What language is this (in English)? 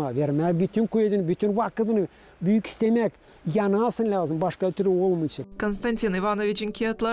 Gagauz